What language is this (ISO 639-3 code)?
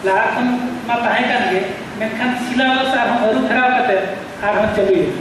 sat